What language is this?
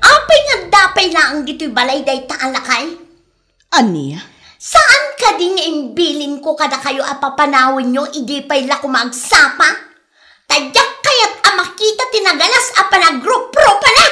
Iloko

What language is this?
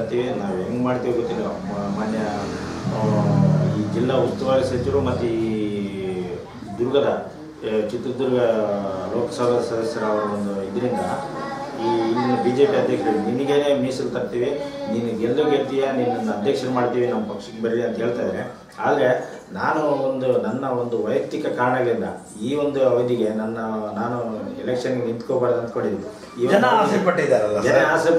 Kannada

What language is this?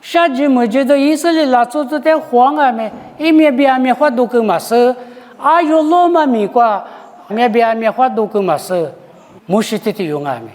Lisu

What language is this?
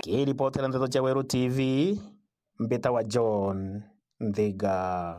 Meru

